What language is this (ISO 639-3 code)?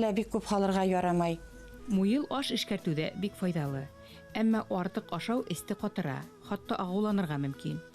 bak